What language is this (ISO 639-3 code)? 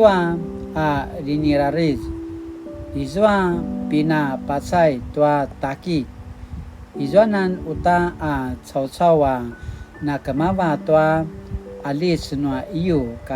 pwn